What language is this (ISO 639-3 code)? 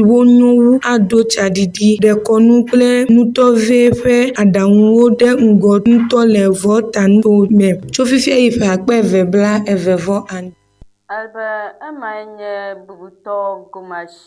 ewe